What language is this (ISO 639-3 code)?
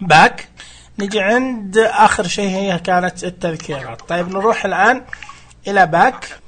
ars